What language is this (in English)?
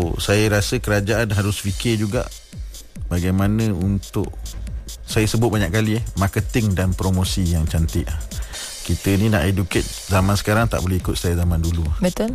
Malay